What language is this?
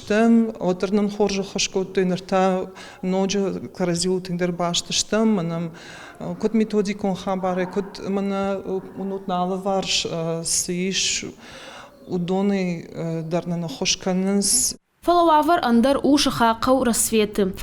Ossetic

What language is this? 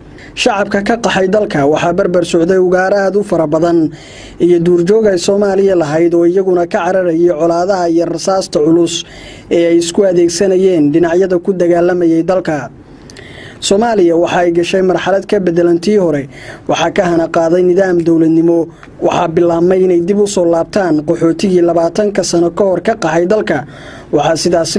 Somali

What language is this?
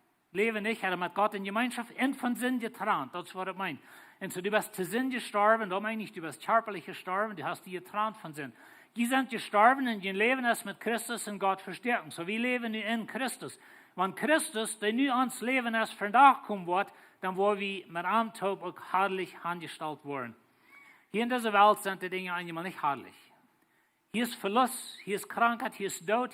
Plautdietsch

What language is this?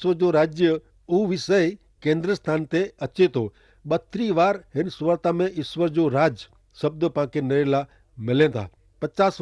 Kachhi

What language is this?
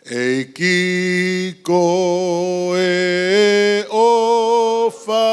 Tongan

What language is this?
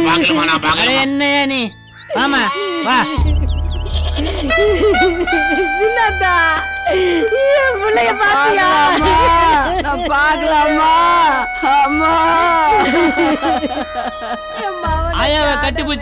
Tamil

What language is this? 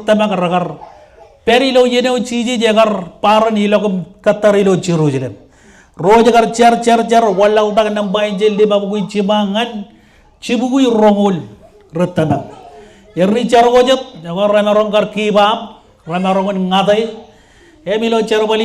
Marshallese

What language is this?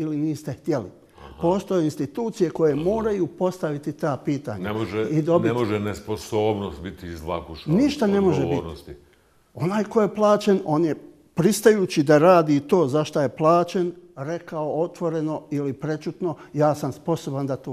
Bosnian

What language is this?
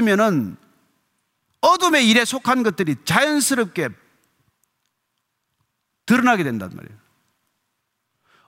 Korean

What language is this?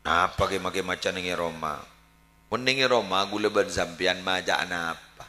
Madurese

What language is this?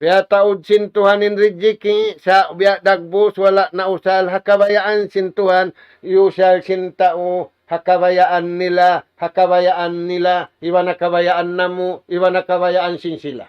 Tausug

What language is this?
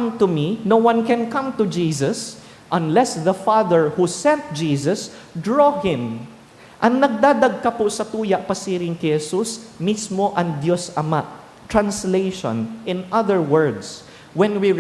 Bikol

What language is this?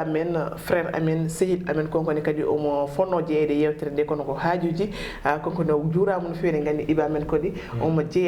Fula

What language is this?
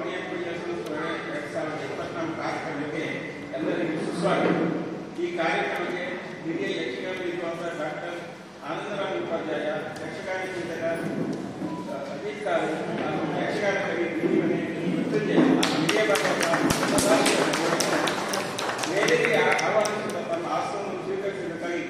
Kannada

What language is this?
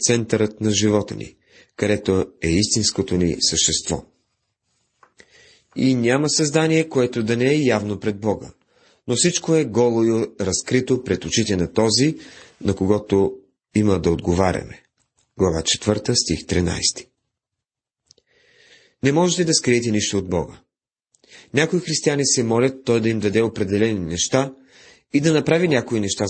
Bulgarian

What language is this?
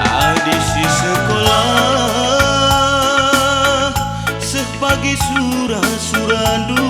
Batak Karo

